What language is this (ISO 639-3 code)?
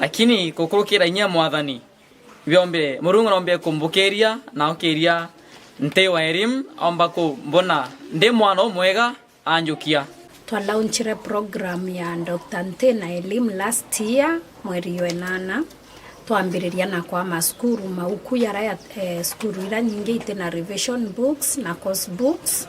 mer